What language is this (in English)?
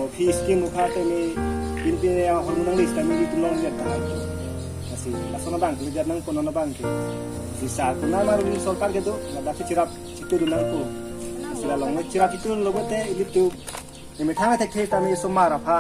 Karbi